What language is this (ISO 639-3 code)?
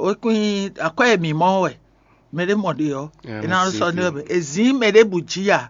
fon